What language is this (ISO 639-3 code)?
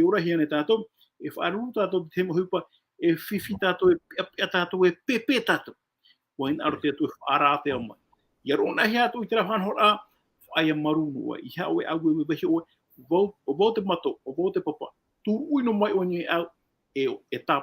tah